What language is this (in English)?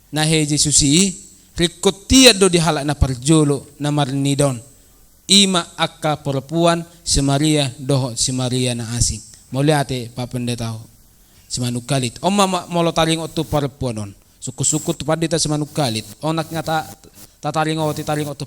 Batak Toba